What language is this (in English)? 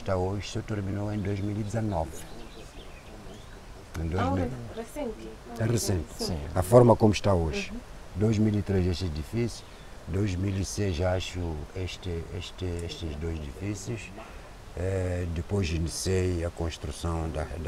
Portuguese